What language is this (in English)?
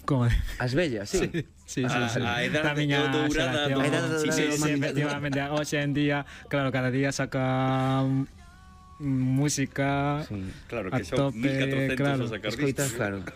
Galician